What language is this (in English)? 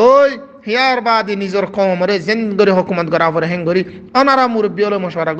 Rohingya